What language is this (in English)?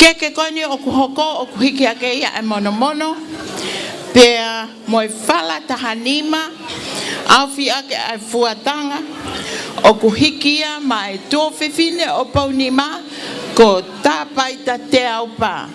Tongan